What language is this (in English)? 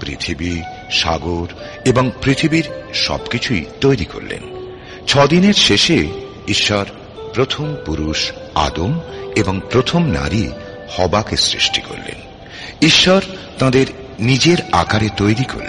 Bangla